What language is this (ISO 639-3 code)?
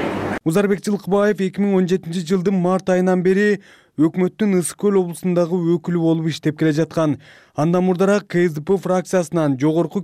kir